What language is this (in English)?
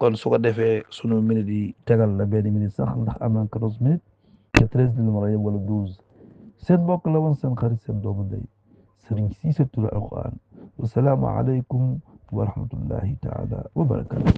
Wolof